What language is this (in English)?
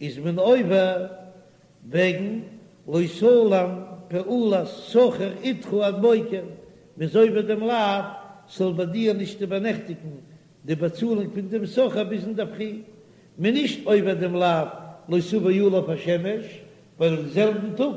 Yiddish